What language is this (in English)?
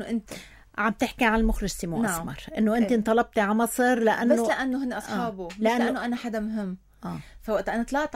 North Levantine Arabic